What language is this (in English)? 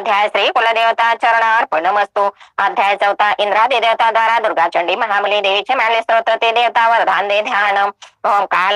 Marathi